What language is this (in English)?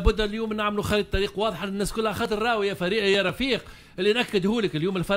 Tunisian Arabic